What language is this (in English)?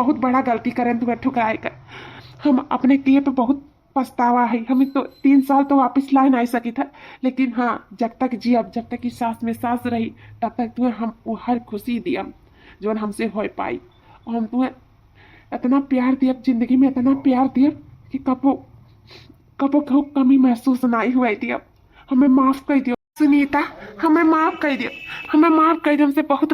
Awadhi